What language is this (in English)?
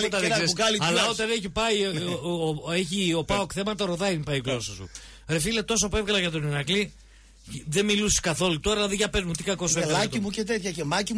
Greek